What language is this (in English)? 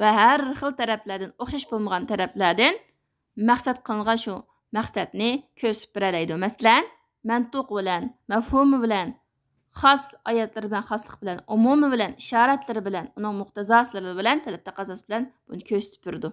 Uyghur